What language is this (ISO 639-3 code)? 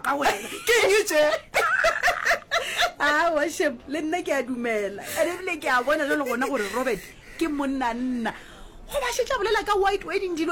nso